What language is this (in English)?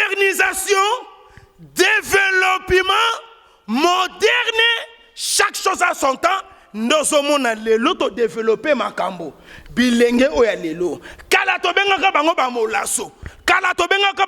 Lingala